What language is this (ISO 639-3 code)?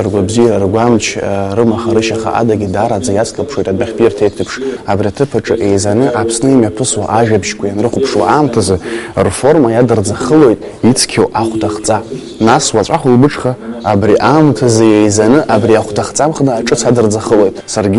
abk